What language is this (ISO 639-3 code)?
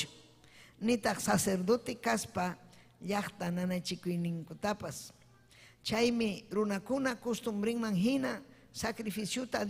quy